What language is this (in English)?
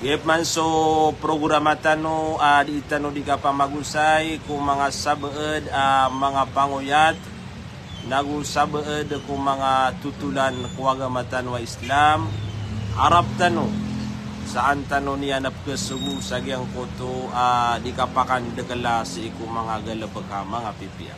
Maranao